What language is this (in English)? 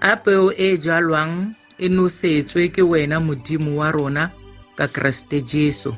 Tswana